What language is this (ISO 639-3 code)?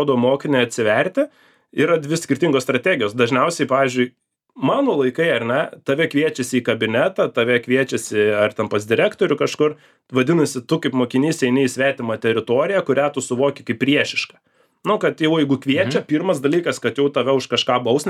lit